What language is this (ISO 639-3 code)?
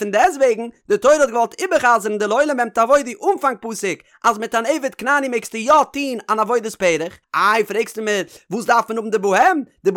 yid